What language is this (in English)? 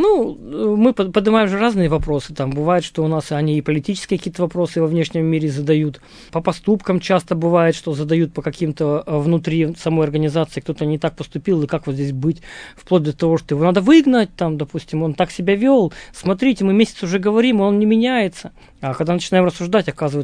Russian